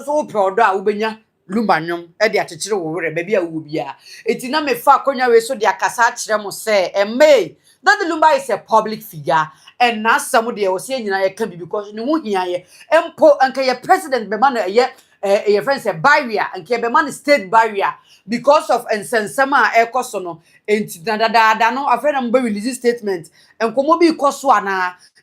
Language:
Akan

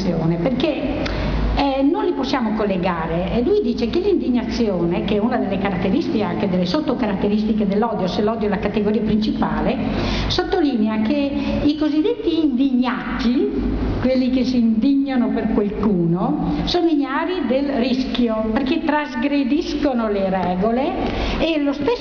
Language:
Italian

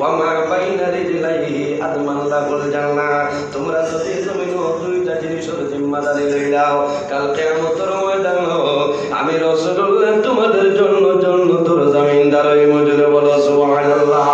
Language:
Sylheti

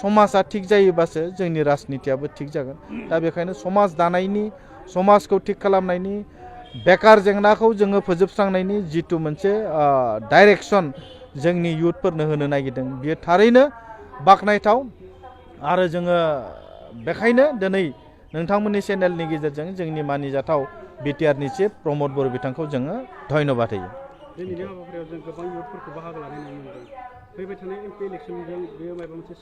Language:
Bodo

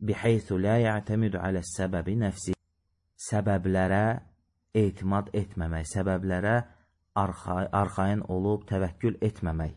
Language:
Azerbaijani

